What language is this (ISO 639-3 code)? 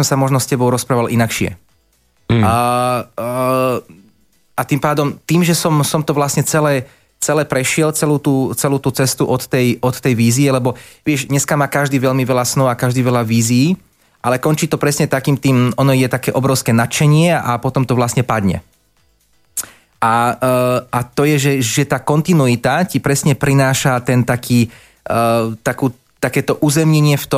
slk